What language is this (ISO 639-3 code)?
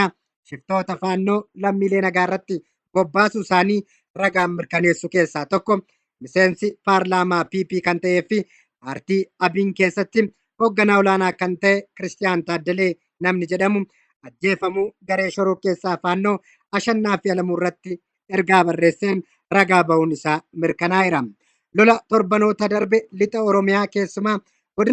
orm